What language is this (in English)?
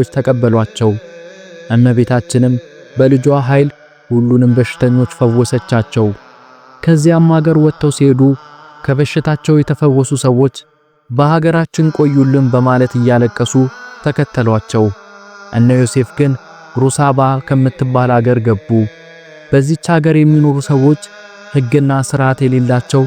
Amharic